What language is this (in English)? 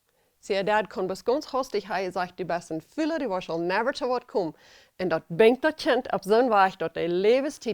Plautdietsch